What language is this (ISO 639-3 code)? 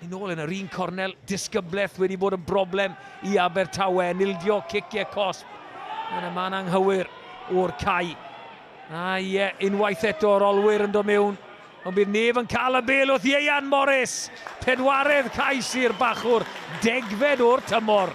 cym